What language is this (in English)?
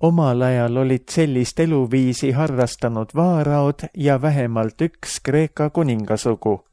Estonian